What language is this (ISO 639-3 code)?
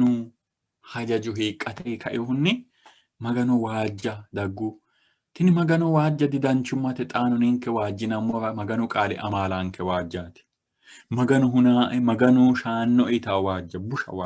sid